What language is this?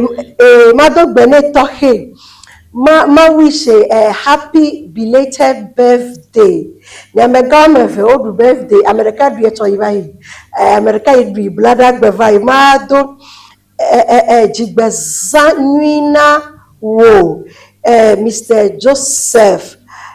Ewe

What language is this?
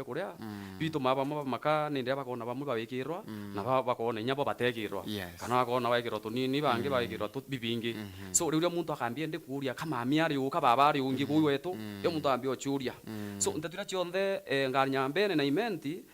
Meru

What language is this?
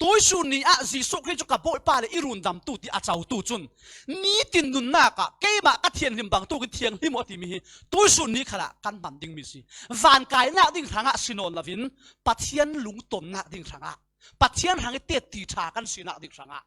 Falam Chin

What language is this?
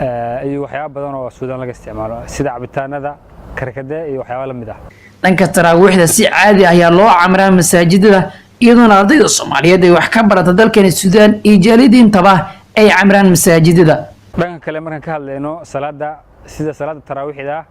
Somali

